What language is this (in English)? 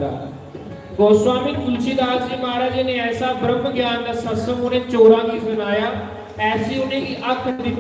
Dogri